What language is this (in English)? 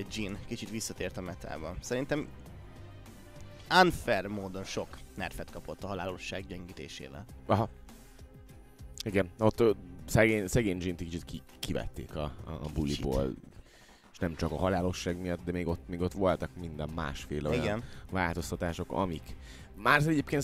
Hungarian